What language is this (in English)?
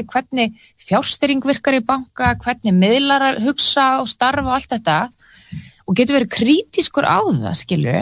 Icelandic